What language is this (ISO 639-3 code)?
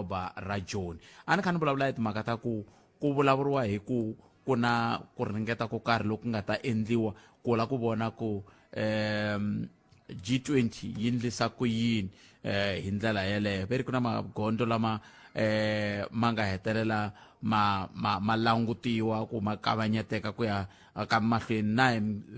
tso